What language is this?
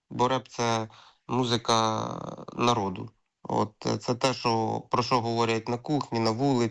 Ukrainian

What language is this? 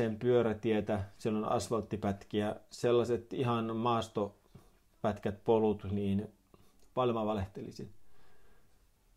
Finnish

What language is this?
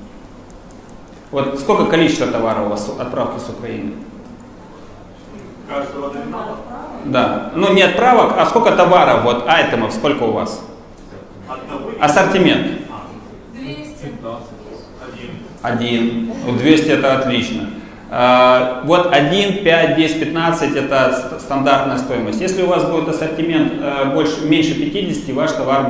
Russian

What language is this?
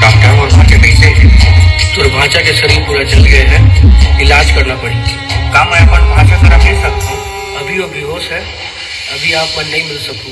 Chhattisgarhi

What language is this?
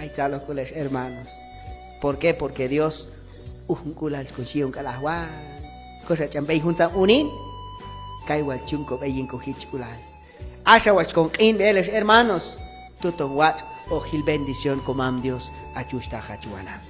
Q'anjob'al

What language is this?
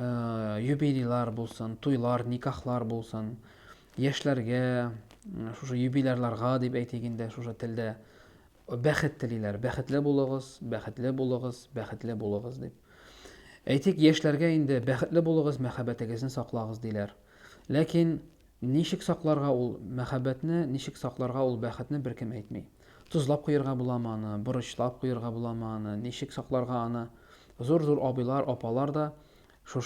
Tatar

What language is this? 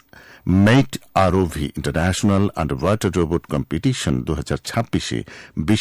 Bangla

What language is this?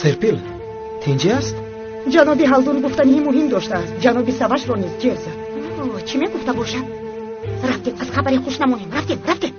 Tajik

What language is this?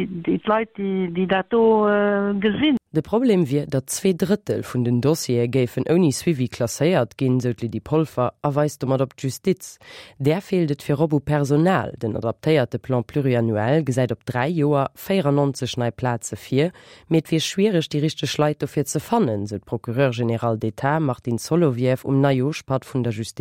Luxembourgish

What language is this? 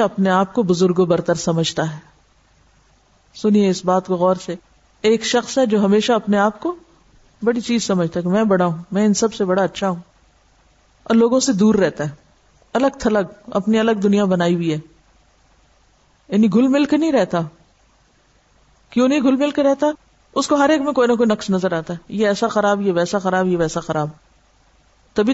Urdu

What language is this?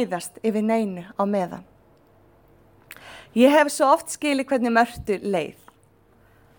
Icelandic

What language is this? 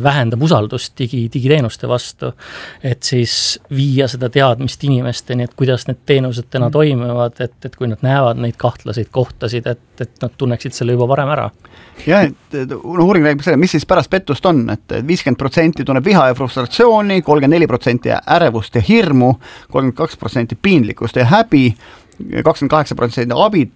Estonian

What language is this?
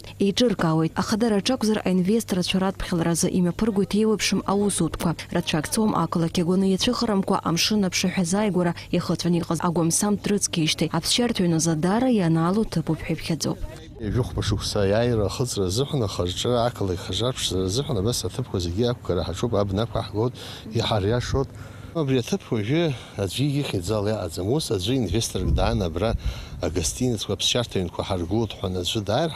Abkhazian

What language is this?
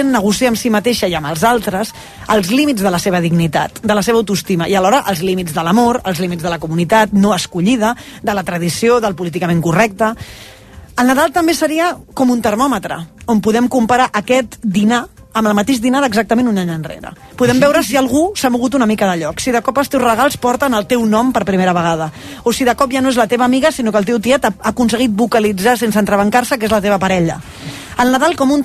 Catalan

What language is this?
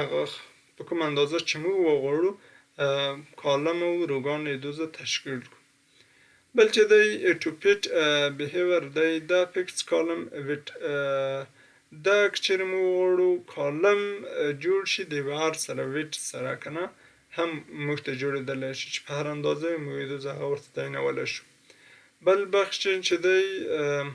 Pashto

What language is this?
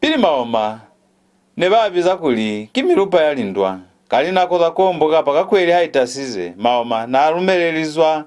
Lozi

